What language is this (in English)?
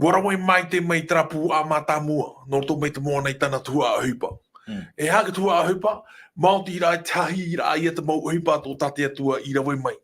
Tahitian